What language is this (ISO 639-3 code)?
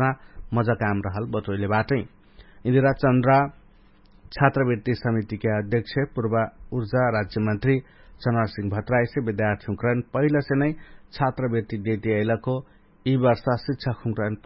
thl